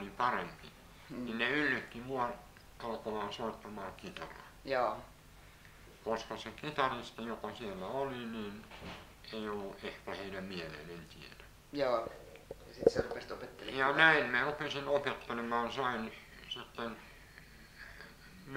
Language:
Finnish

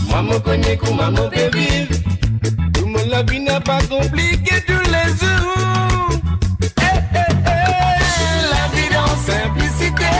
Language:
Morisyen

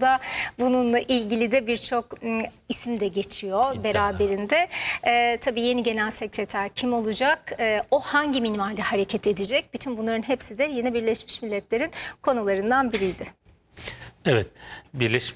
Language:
Turkish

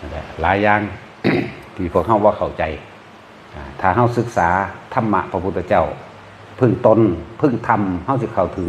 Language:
Northeastern Thai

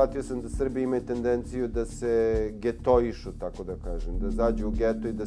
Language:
Serbian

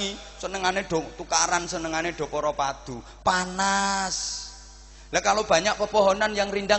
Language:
Javanese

